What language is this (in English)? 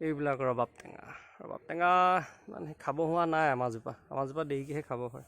Assamese